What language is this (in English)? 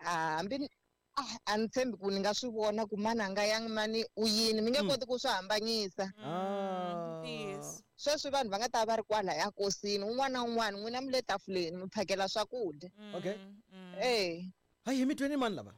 Tsonga